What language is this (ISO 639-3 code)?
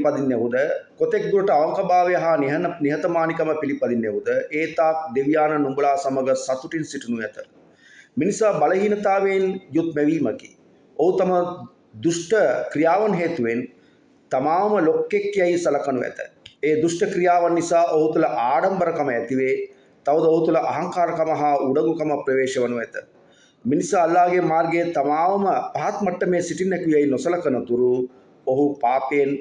sin